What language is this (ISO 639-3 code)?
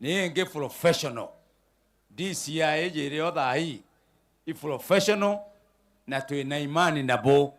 mer